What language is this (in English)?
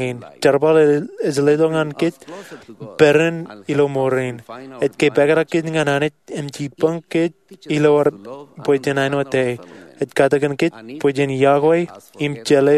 Marshallese